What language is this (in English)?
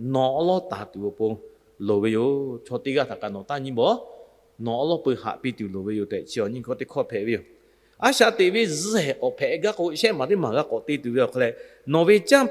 Lahu